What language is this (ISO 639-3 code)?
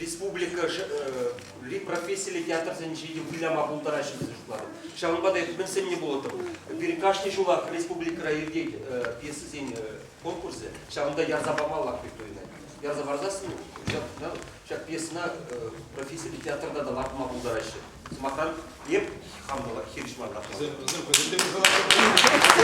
chv